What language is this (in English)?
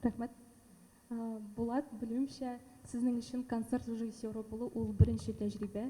Tatar